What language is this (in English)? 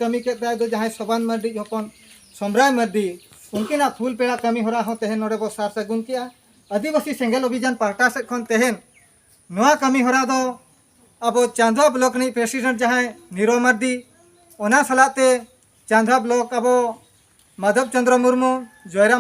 Santali